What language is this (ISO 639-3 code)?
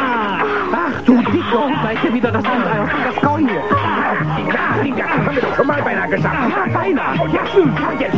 deu